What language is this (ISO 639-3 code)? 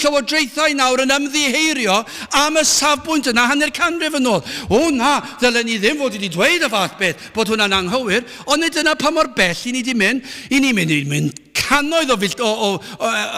cym